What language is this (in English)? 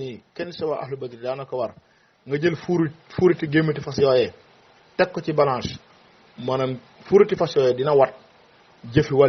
Wolof